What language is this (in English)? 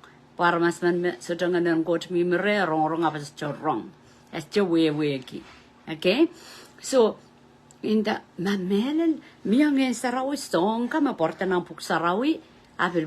Pohnpeian